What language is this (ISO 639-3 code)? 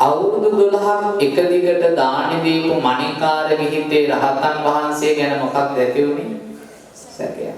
sin